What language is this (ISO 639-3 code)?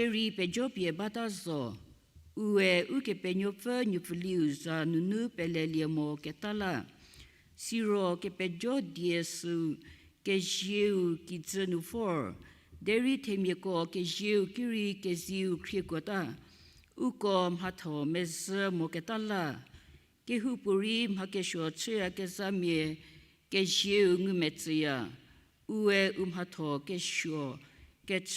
njm